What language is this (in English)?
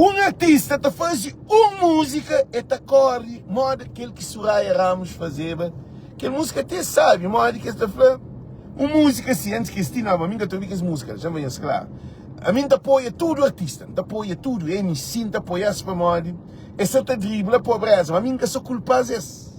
Kabuverdianu